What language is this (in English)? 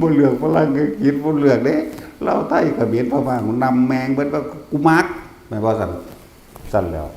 Northeastern Thai